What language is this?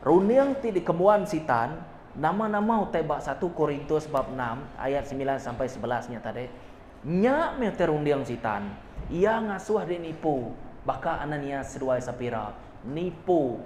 Iban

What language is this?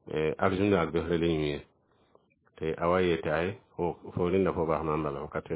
Mossi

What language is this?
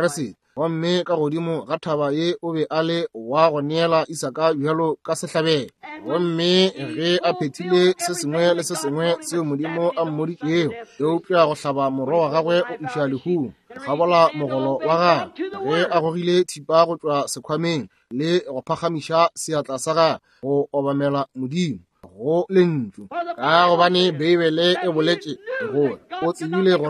Northern Sotho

